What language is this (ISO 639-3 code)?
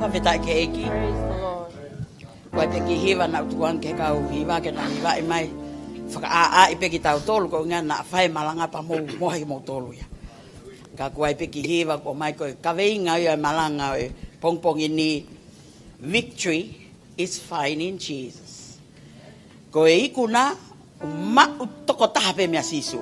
ton